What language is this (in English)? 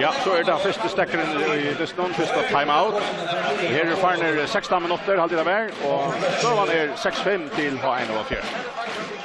Faroese